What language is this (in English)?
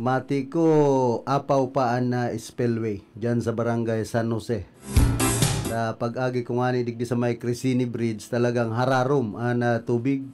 Bikol